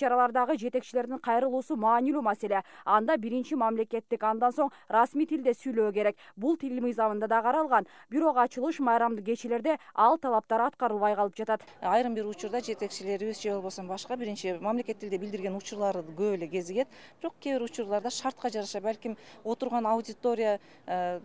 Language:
Kyrgyz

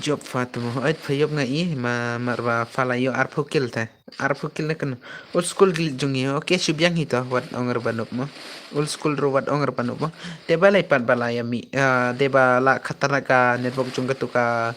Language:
Khasi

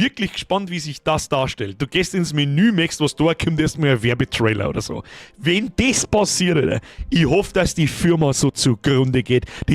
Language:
Bavarian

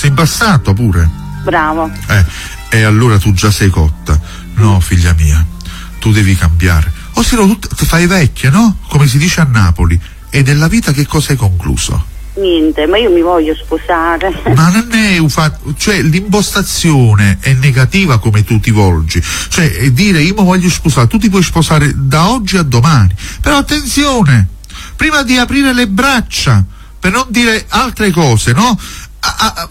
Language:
Italian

